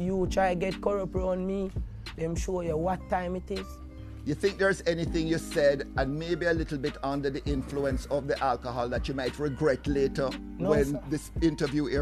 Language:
Jamaican Creole English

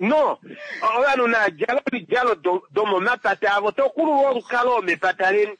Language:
Kuanyama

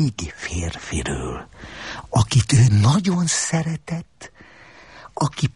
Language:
Hungarian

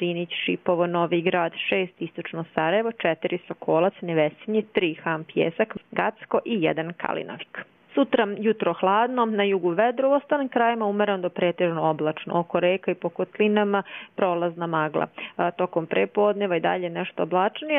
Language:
Croatian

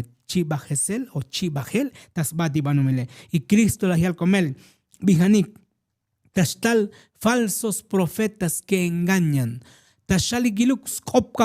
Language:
Tzotzil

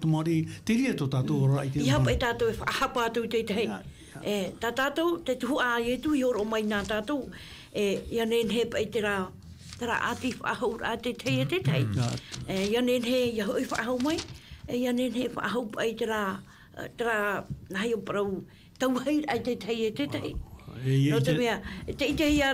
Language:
Tahitian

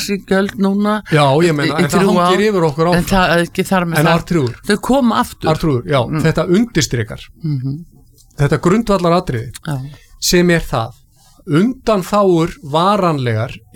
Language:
Icelandic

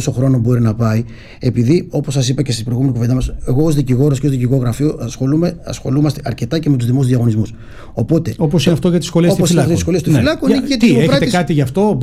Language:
Greek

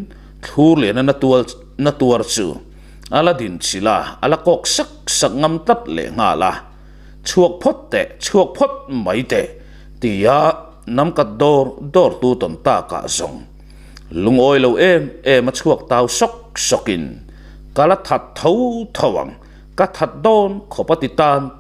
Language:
Mizo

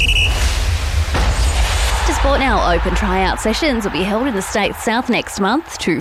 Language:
English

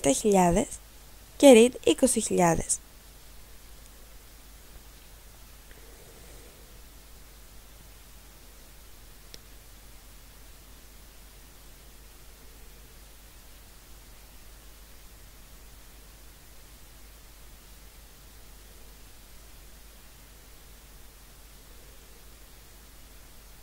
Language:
Greek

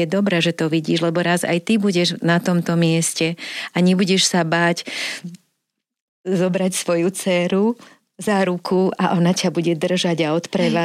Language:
Slovak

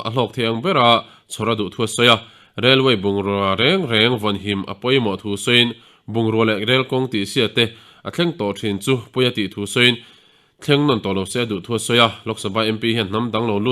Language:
Mizo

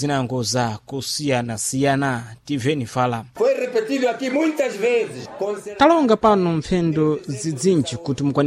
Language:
Sena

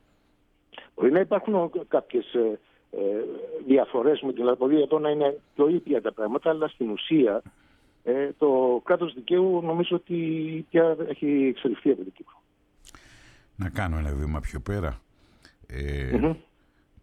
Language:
Greek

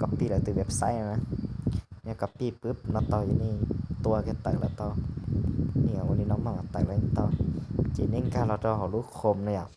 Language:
Hmong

